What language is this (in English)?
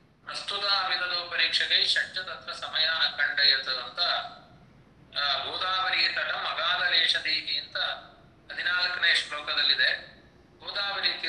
Kannada